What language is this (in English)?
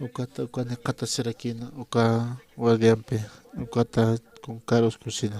Aymara